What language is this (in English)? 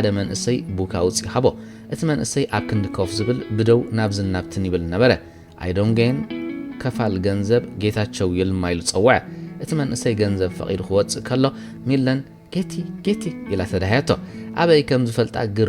Tigrinya